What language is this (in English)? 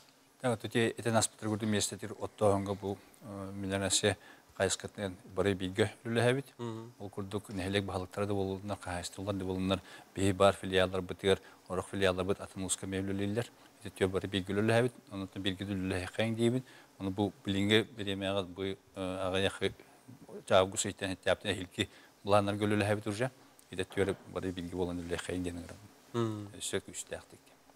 Yakut